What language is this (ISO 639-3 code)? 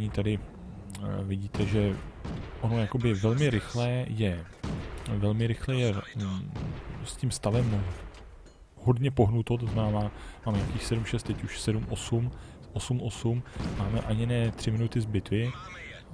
ces